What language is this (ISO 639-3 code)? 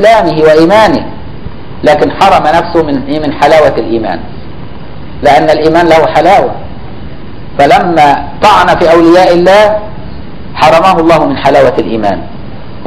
ara